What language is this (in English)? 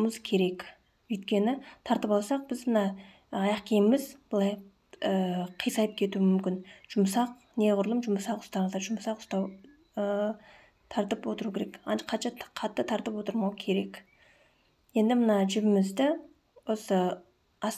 Kazakh